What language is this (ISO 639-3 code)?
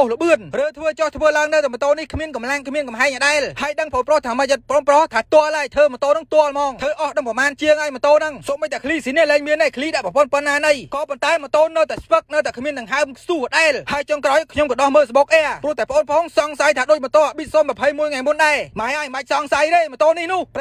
khm